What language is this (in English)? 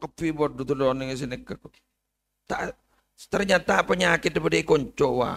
Madurese